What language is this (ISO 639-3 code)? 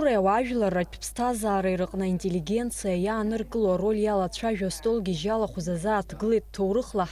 abk